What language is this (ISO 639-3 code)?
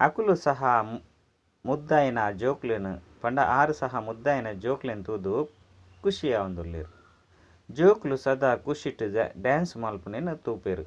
tcy